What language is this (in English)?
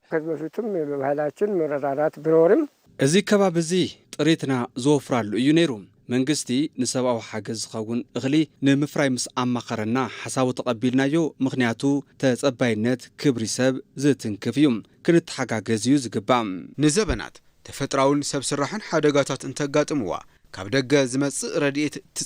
Tigrinya